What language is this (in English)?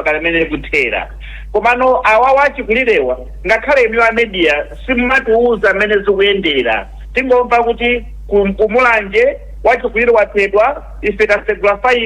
Nyanja